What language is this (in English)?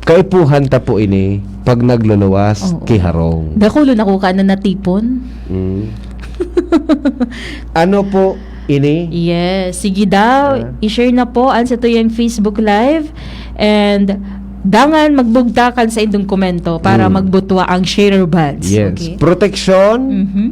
Bikol